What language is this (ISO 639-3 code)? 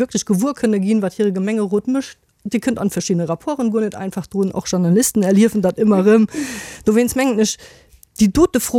ltz